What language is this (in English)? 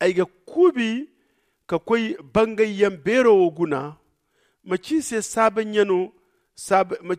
Zarma